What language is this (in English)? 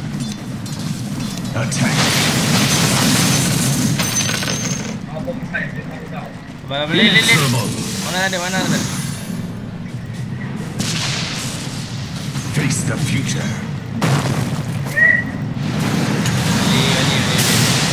Malay